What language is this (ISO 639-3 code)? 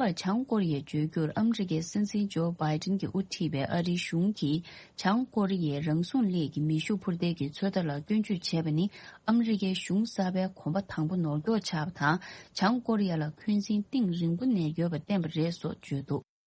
bod